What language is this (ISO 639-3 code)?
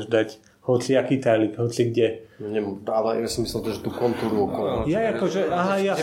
slk